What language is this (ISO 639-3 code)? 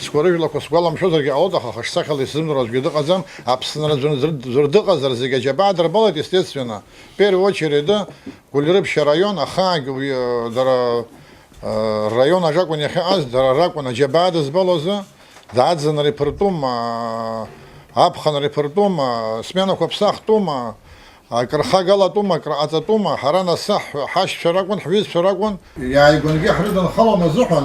abk